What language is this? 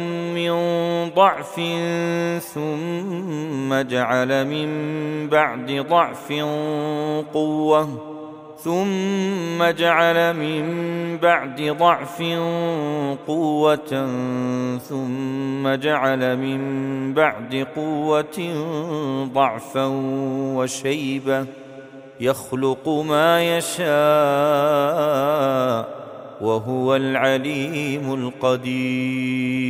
Arabic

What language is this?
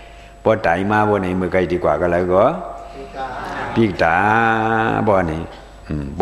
Shan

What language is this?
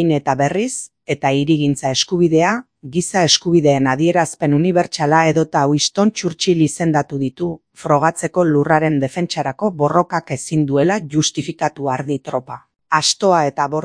Basque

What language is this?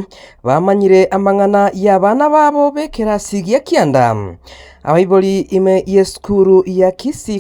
Gusii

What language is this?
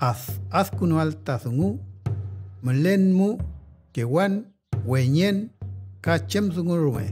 Mapuche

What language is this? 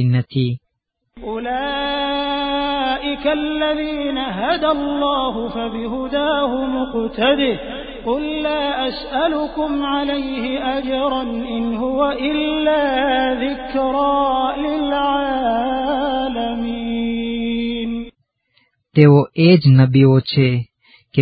Gujarati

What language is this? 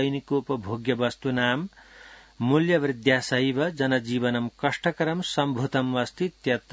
Sanskrit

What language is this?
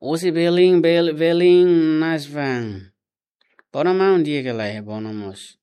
Tetum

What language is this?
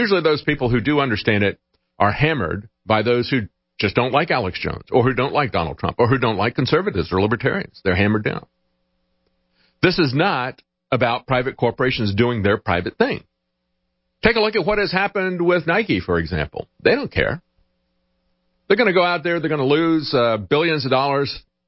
English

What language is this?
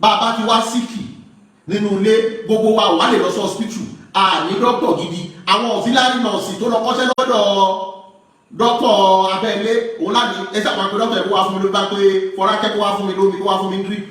Yoruba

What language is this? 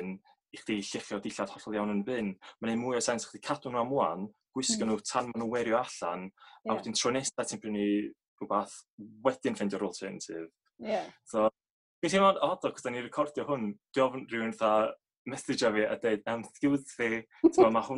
Welsh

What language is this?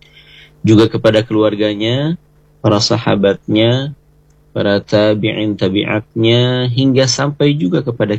Indonesian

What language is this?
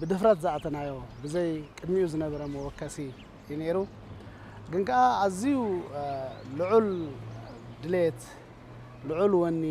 Tigrinya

